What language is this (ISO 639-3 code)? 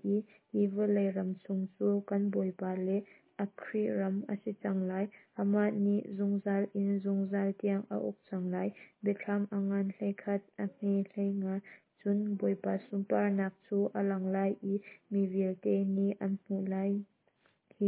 cnh